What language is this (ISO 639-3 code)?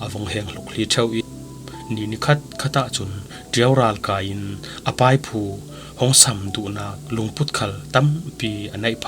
cfm